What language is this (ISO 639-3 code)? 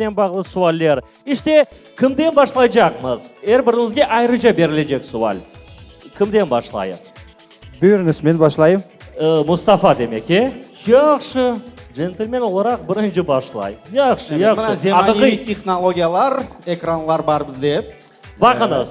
crh